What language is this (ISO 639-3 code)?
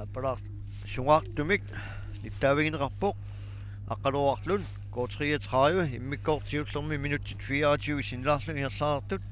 kal